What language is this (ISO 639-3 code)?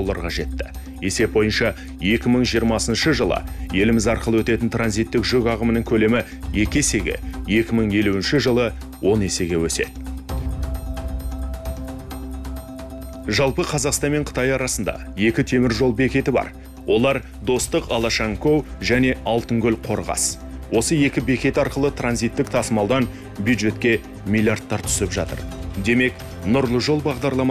kaz